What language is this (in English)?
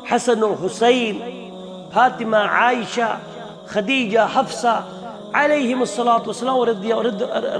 Kashmiri